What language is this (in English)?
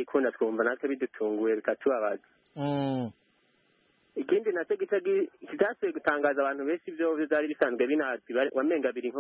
Kinyarwanda